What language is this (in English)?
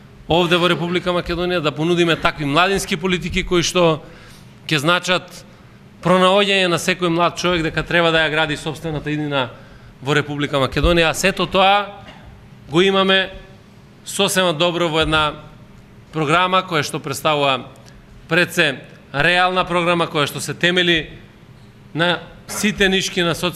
Macedonian